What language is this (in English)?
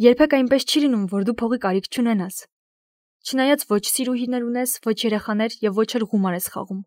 Armenian